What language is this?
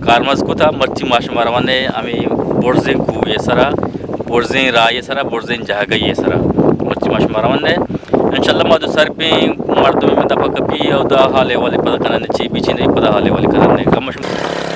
Eastern Balochi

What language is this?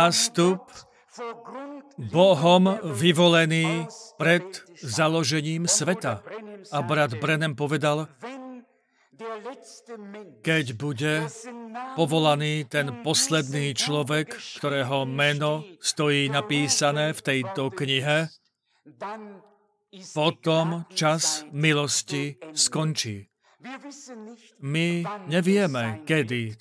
Slovak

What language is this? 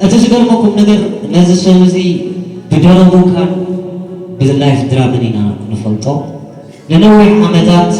Tigrinya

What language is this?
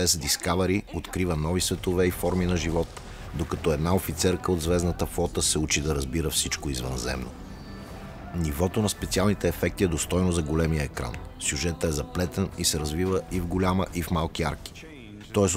Bulgarian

